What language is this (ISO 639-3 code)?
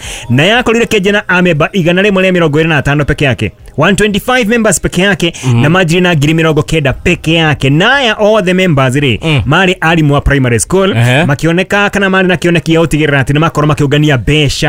kik